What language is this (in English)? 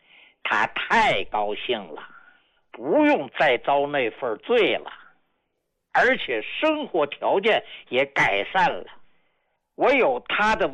Chinese